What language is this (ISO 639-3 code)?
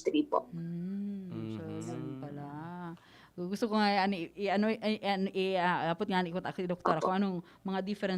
bik